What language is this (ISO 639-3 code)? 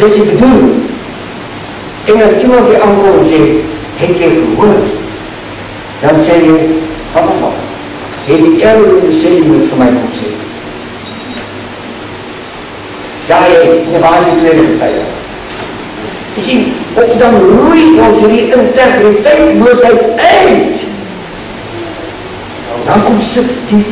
afr